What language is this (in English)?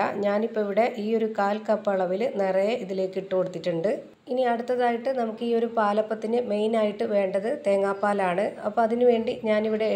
Malayalam